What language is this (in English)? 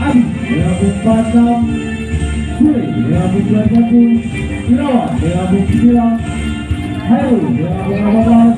Ambonese Malay